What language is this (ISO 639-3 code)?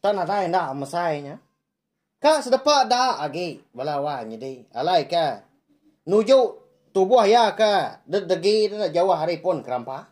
iba